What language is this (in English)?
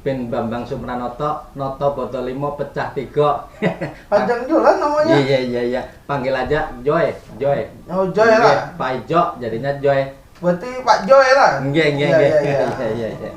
Banjar